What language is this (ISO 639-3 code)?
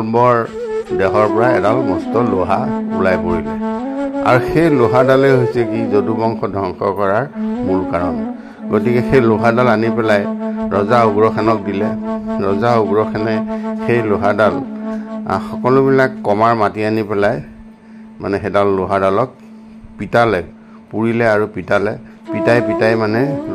asm